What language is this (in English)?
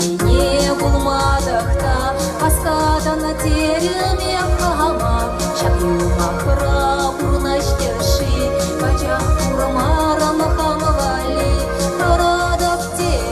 Chuvash